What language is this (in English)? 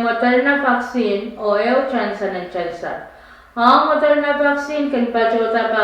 Pohnpeian